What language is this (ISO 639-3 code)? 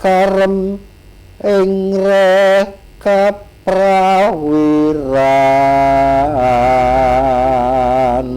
jav